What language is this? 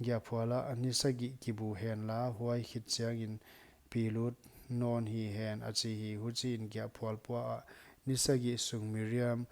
Paite Chin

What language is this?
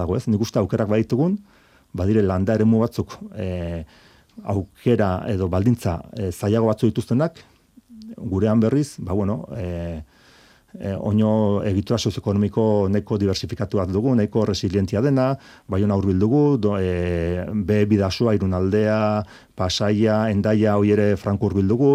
Basque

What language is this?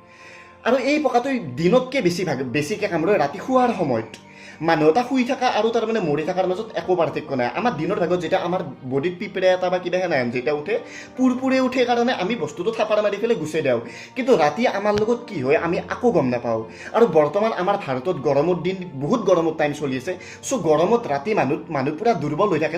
Assamese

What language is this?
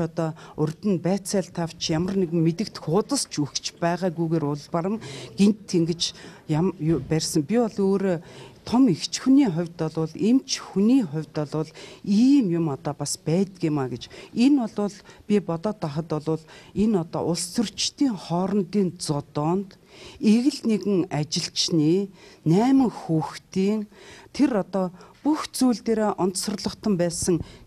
Mongolian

